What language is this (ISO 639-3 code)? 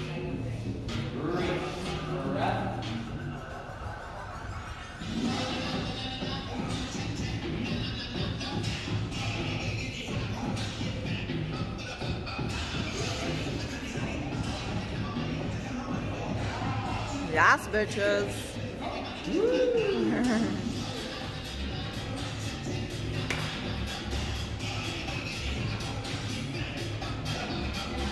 nld